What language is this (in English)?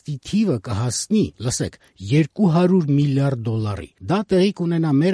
Armenian